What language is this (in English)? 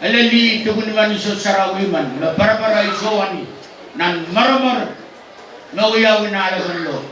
Pohnpeian